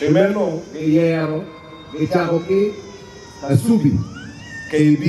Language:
Acoli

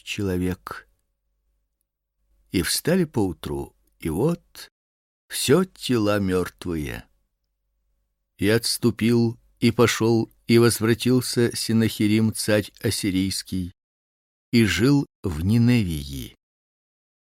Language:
Russian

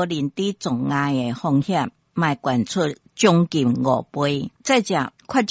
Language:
Min Nan Chinese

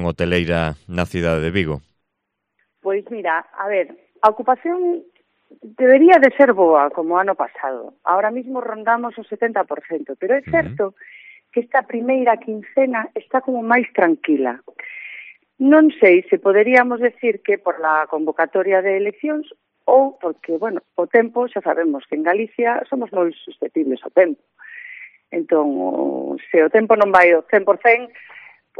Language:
Galician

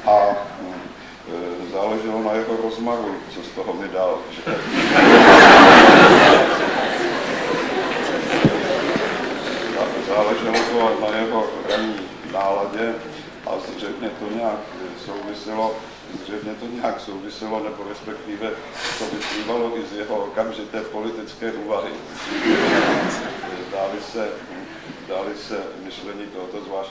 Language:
Czech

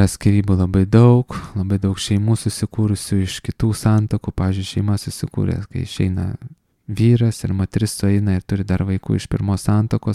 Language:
Lithuanian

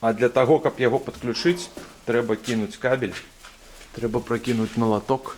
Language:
Belarusian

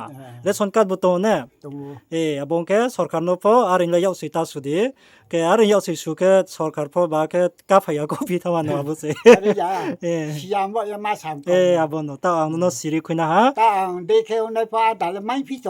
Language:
Riang (India)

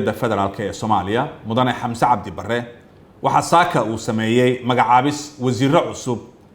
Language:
Somali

